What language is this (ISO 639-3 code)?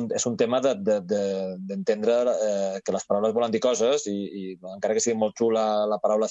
cat